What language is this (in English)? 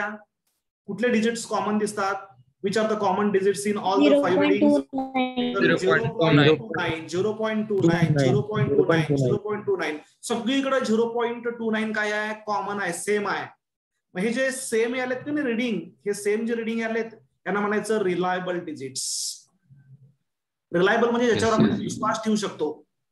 Marathi